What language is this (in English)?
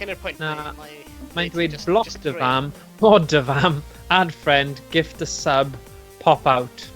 Welsh